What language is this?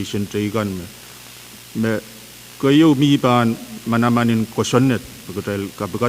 Pohnpeian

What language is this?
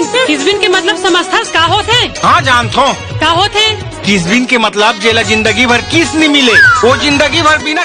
Chhattisgarhi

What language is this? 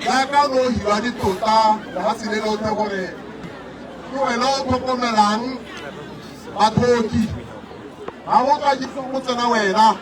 Tswana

